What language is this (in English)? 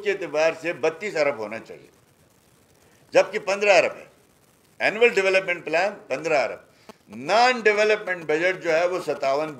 Urdu